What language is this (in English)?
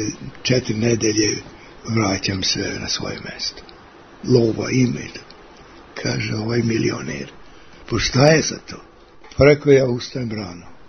Serbian